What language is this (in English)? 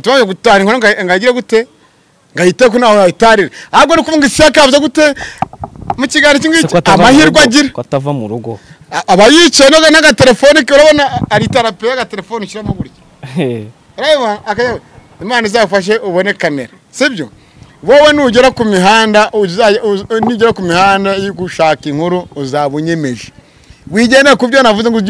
Kinyarwanda